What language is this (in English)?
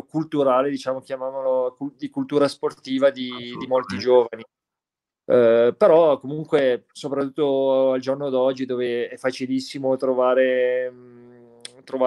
Italian